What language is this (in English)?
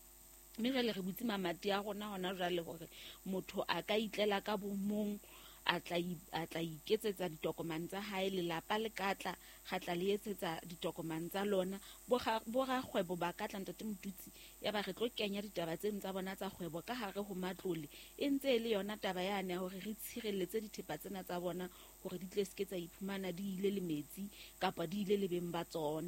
Southern Sotho